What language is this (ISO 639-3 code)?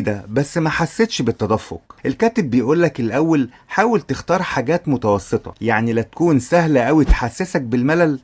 arz